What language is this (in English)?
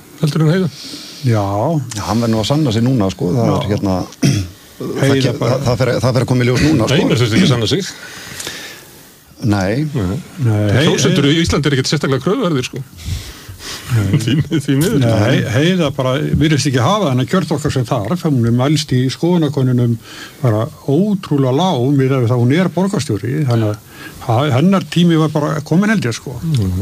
Icelandic